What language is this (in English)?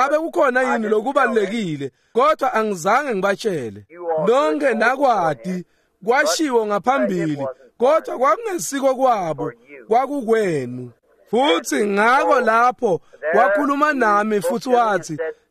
Swati